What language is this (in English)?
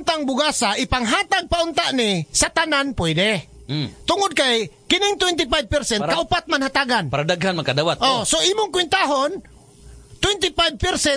Cebuano